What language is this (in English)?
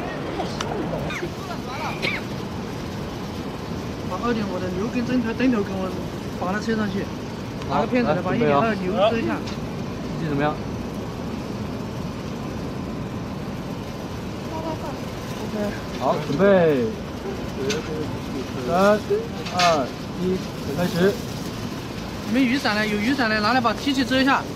Chinese